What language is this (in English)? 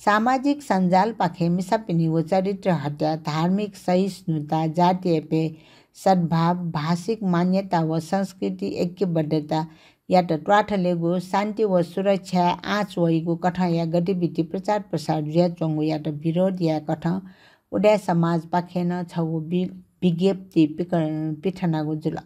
Newari